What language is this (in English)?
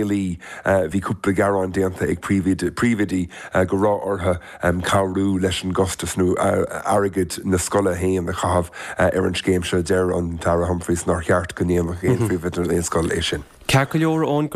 Irish